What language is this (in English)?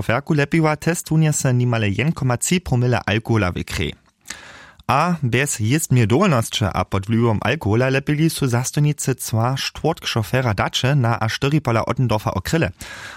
Upper Sorbian